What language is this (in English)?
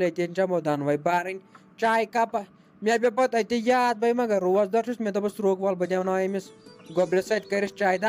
Kashmiri